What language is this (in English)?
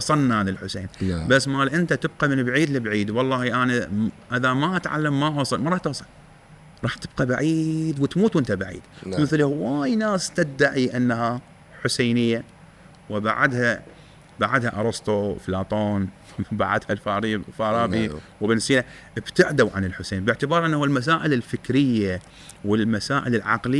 Mesopotamian Arabic